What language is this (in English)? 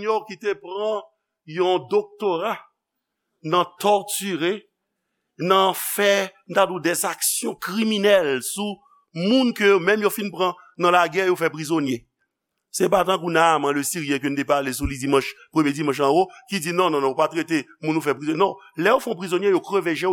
Haitian Creole